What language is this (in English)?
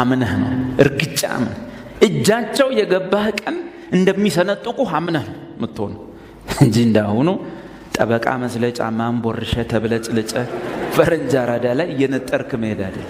Amharic